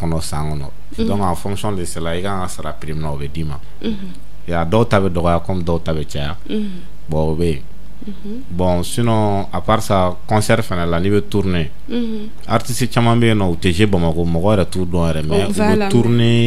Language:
Bambara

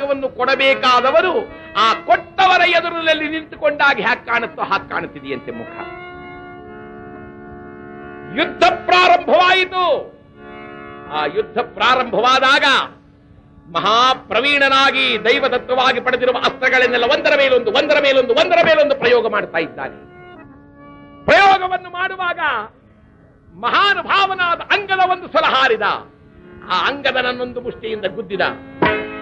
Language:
Kannada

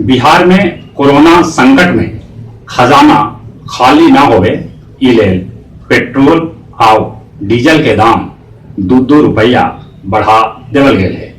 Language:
Magahi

